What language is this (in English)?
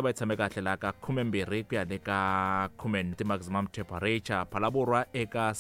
Tsonga